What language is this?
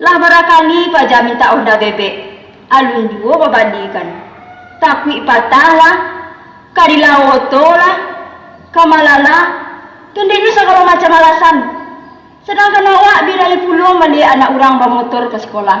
Minangkabau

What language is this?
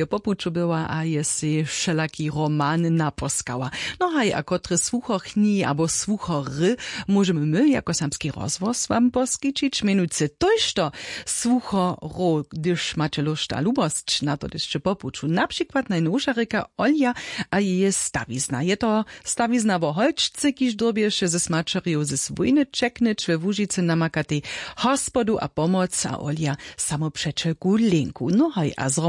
Upper Sorbian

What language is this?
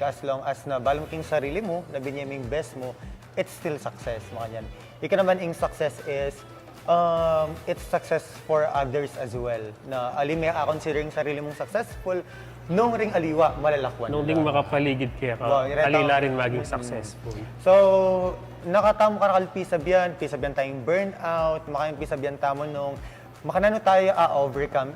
Pampanga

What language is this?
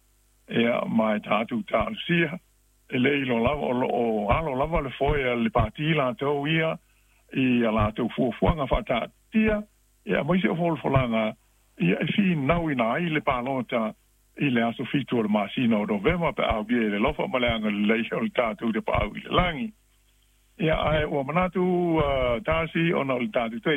Samoan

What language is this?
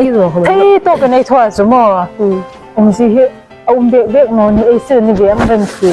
Hmar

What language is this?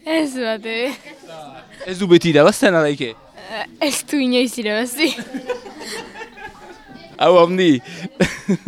Basque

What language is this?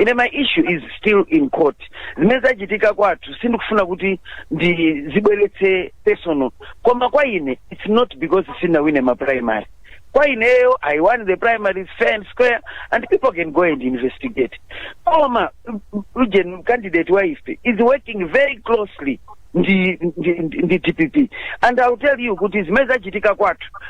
Nyanja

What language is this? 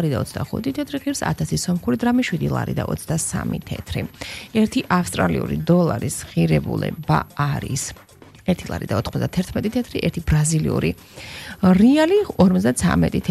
Georgian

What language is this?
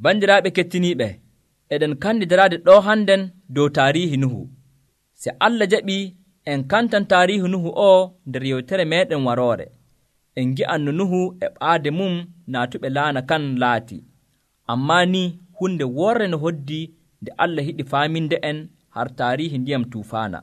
Nigerian Fulfulde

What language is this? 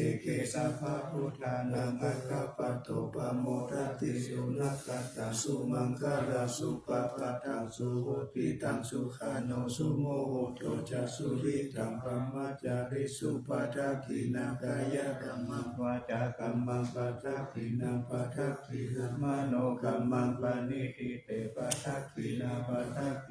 Pali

